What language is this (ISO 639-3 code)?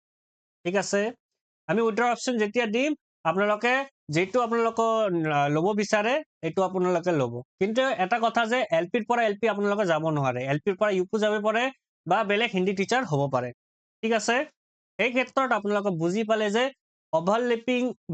asm